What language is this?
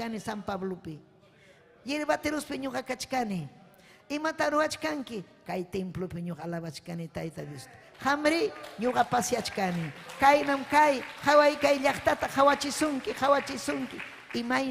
Ayacucho Quechua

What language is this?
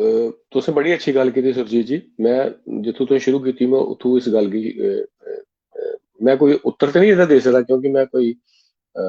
Dogri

